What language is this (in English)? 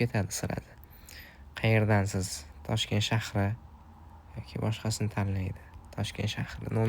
Uzbek